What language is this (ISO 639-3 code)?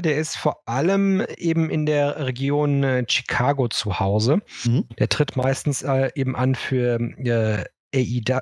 deu